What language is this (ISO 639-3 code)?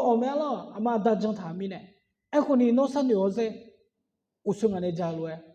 ahk